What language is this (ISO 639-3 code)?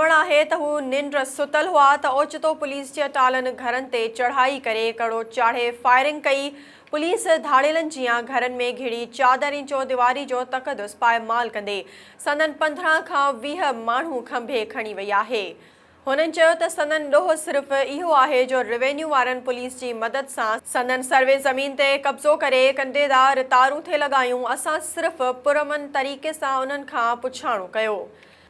snd